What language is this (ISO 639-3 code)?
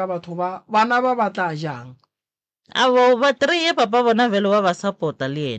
nso